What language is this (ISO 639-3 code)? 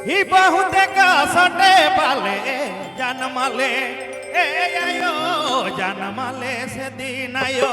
sck